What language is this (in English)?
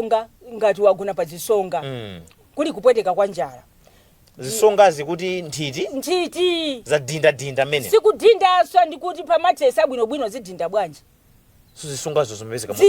Nyanja